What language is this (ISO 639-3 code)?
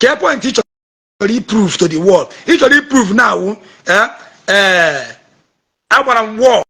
ibo